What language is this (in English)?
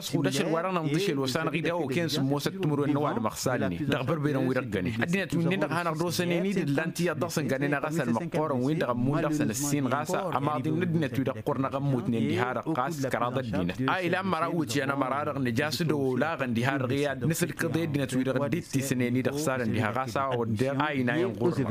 Tamasheq